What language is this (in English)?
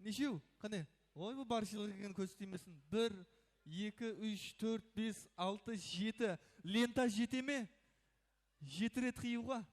Kara-Kalpak